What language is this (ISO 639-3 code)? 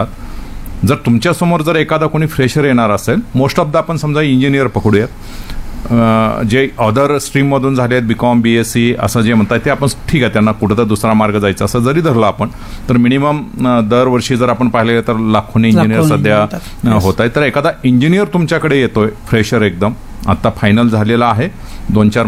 mar